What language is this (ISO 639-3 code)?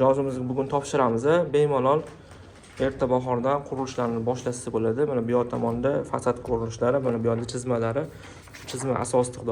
uzb